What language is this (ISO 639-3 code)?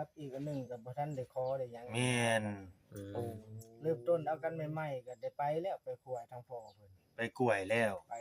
tts